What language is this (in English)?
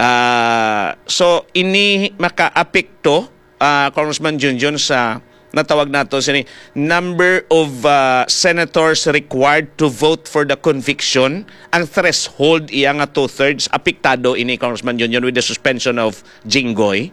Hiligaynon